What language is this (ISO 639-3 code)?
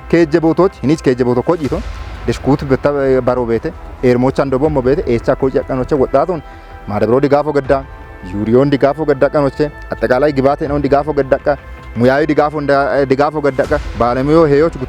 kbr